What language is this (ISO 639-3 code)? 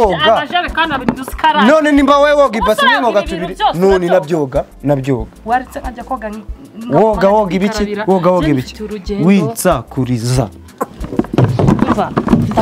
kin